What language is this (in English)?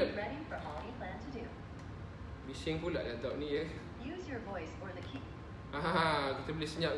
Malay